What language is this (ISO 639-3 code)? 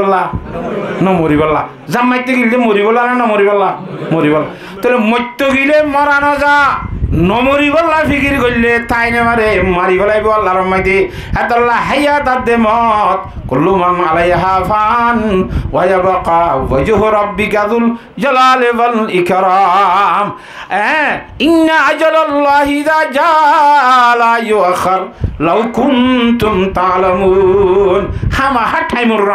rhg